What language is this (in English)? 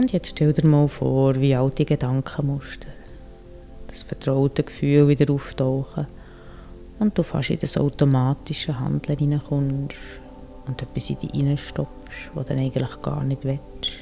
Swiss German